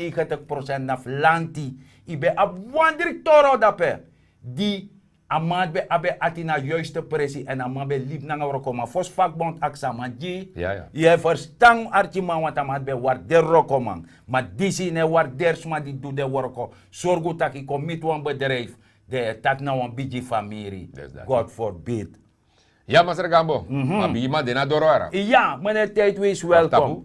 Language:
Sranan Tongo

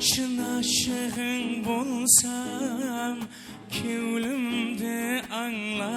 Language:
Kara-Kalpak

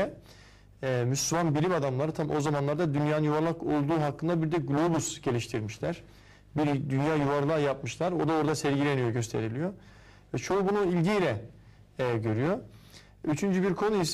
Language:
Turkish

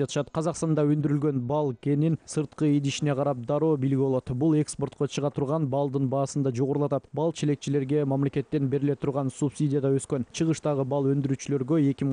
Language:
Kyrgyz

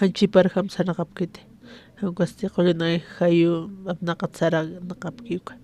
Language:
Aymara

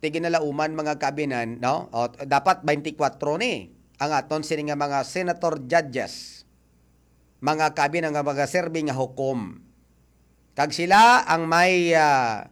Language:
Hiligaynon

